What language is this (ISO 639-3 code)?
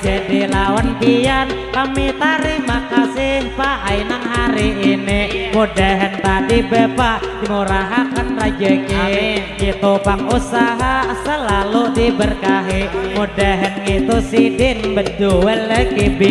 bjn